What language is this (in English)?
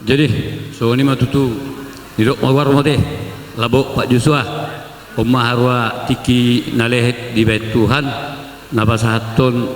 Batak Toba